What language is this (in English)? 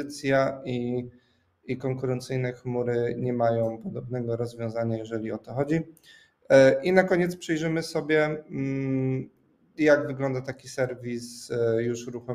Polish